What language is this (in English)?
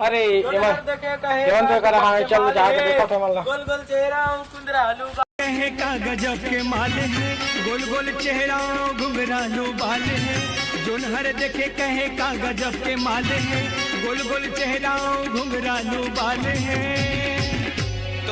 Chhattisgarhi